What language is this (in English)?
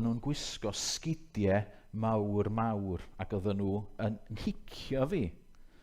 Welsh